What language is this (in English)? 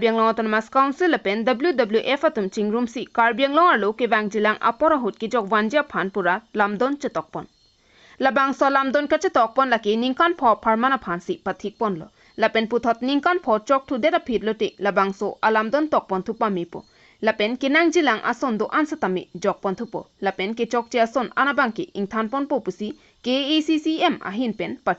Karbi